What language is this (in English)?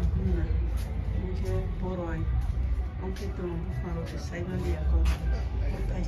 Kok Borok